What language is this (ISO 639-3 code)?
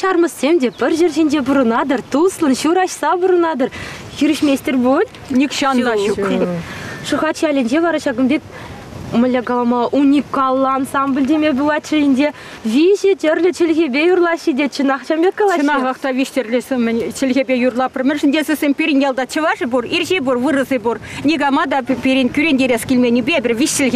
chv